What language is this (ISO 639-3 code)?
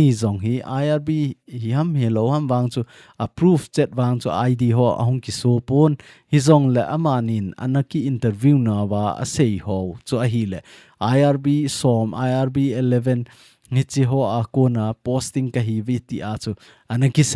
tcz